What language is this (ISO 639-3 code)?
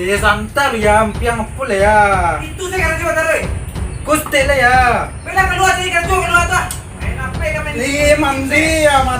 min